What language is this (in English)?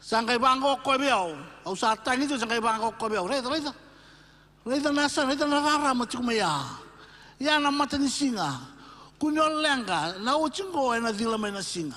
Fijian